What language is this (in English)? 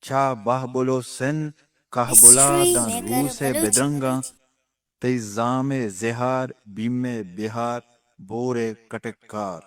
Eastern Balochi